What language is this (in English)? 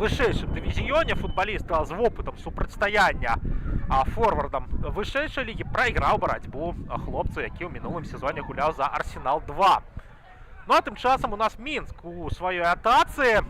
Belarusian